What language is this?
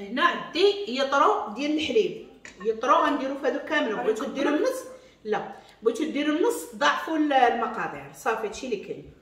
Moroccan Arabic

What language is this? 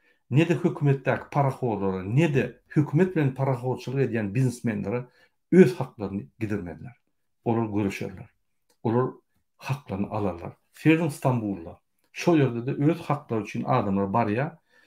Turkmen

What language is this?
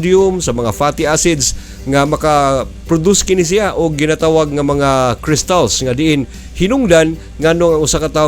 Cebuano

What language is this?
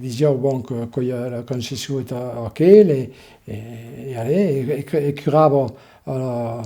Occitan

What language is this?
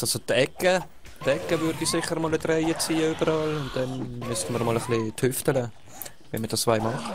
Swiss German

